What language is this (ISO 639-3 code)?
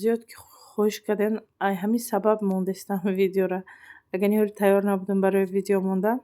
tgk